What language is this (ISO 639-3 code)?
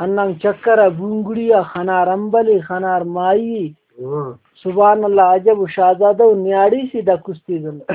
brh